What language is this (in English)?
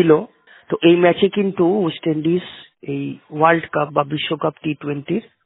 Bangla